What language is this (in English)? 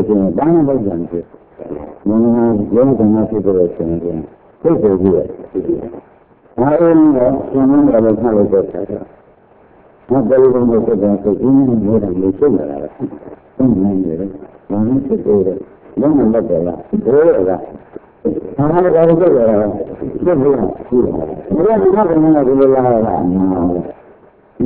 Burmese